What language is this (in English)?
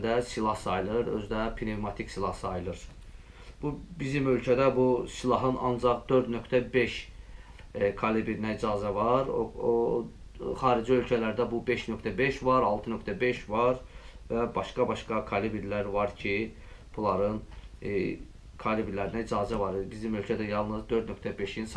Azerbaijani